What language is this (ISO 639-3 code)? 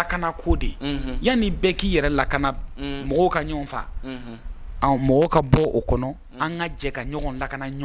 bam